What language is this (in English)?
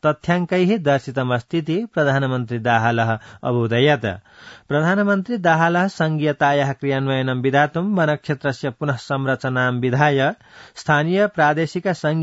Sanskrit